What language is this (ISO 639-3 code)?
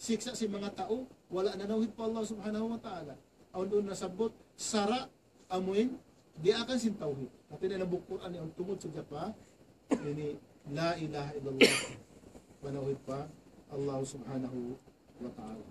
tsg